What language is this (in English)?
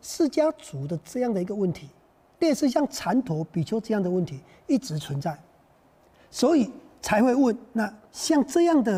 Chinese